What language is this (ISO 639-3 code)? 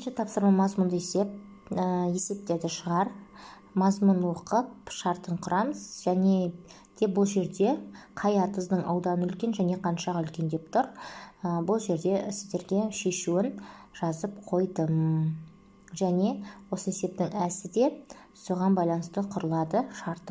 kaz